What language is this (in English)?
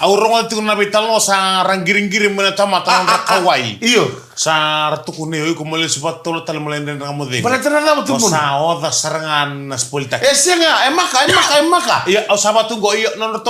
Fijian